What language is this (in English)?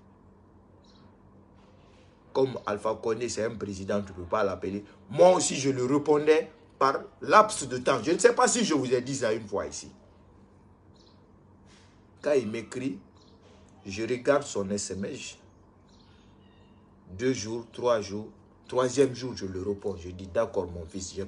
French